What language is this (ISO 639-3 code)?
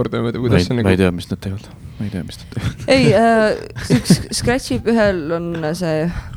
est